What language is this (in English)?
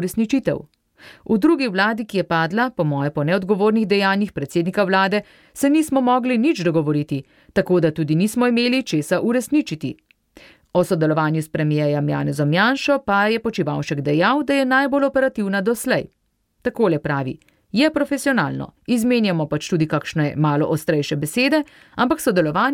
Slovenian